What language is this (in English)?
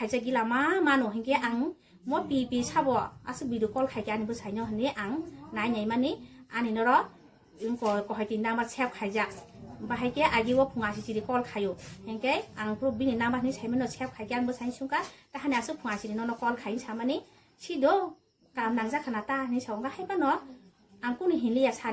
Kok Borok